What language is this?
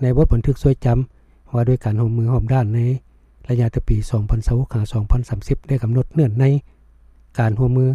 Lao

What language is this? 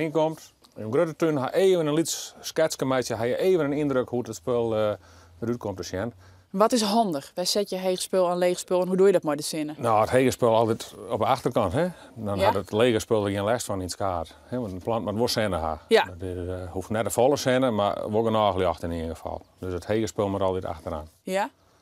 Western Frisian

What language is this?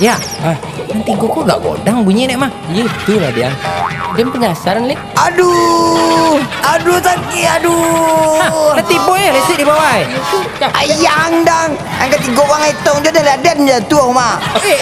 Minangkabau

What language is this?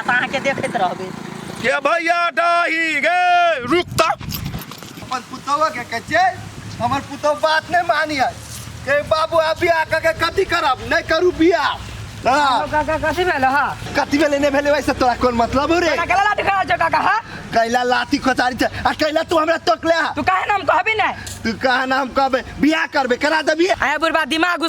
Maithili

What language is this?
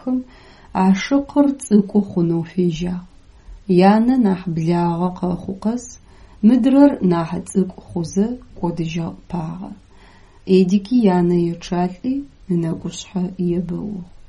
Adyghe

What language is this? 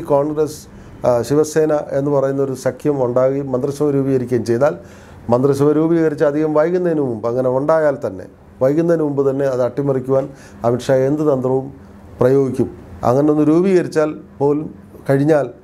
Malayalam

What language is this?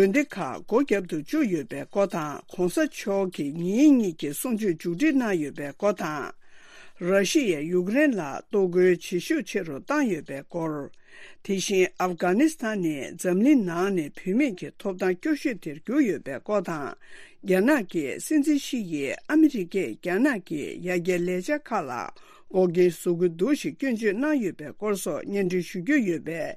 Tibetan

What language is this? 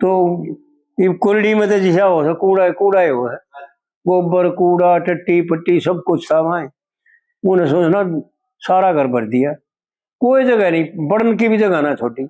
Haryanvi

